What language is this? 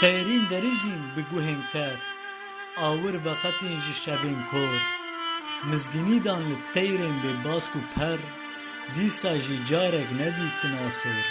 Kurdish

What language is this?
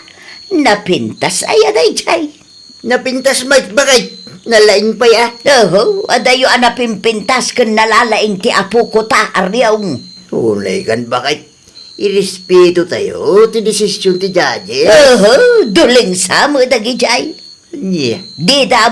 Iloko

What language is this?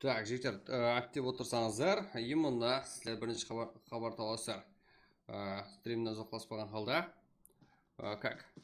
Kara-Kalpak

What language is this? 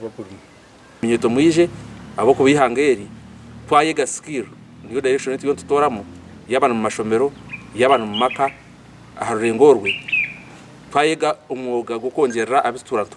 Nyankole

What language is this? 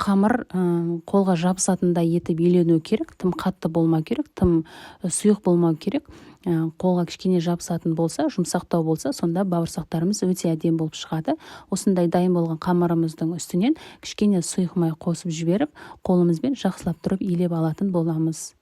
Kazakh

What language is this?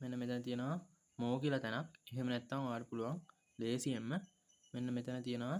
Sinhala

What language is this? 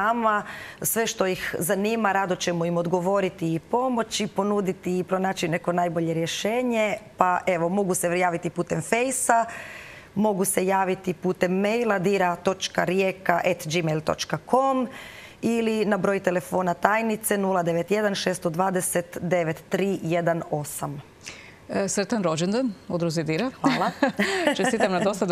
Croatian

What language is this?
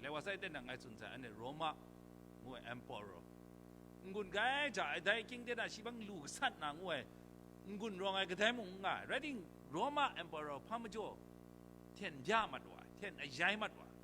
Kachin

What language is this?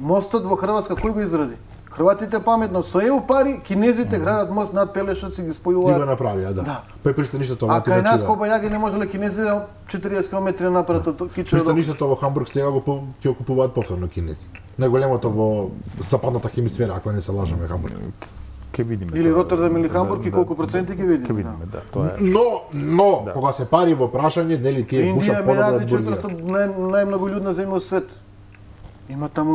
Macedonian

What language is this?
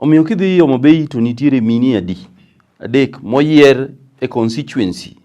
Luo (Kenya and Tanzania)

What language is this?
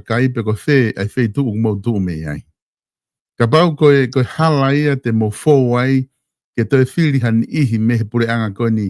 Tongan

